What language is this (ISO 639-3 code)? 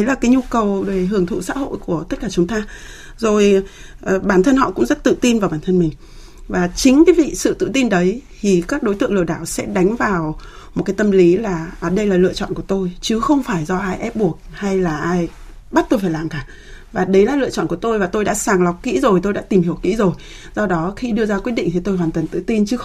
vie